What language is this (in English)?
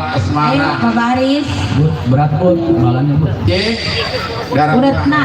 Betawi